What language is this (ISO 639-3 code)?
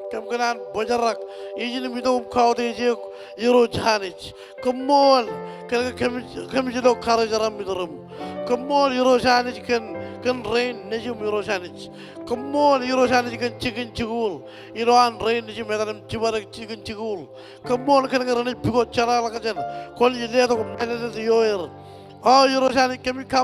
mah